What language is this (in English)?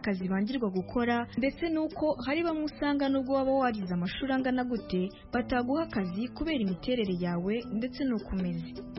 Kinyarwanda